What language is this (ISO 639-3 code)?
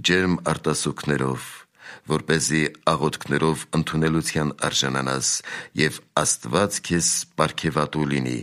hye